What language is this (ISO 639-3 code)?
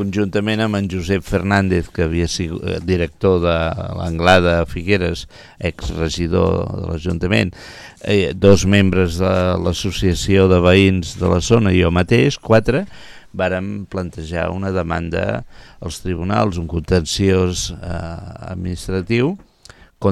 cat